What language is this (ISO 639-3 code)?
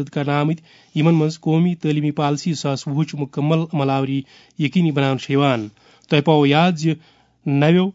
kas